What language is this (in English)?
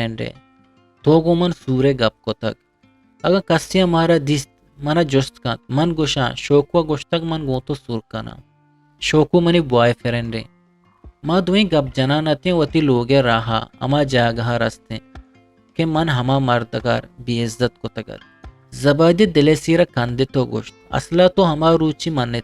Eastern Balochi